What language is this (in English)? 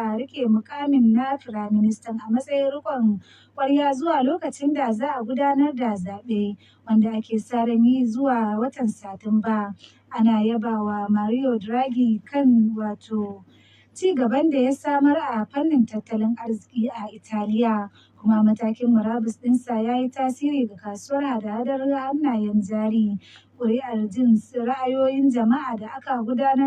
Hausa